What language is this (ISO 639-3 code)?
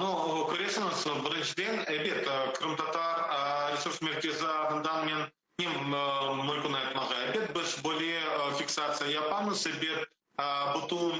crh